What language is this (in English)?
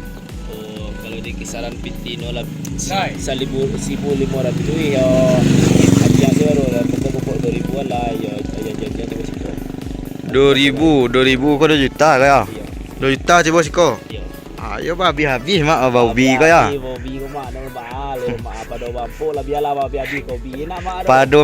Minangkabau